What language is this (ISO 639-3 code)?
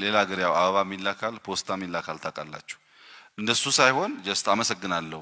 amh